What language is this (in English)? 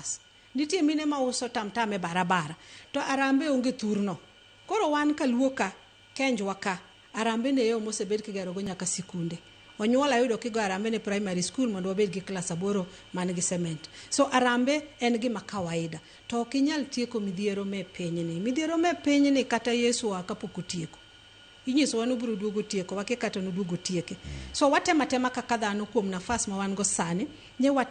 Luo (Kenya and Tanzania)